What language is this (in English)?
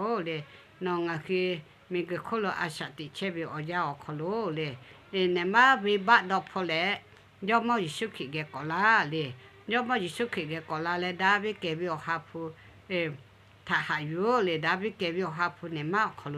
Lahu